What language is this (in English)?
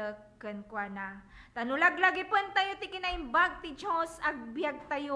Iloko